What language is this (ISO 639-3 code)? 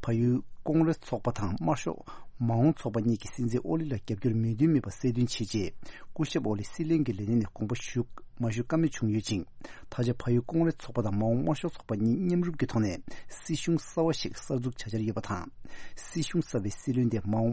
bod